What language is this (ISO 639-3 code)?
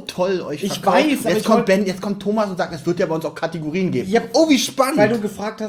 deu